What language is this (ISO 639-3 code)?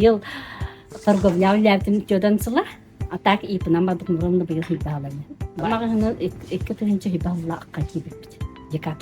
sah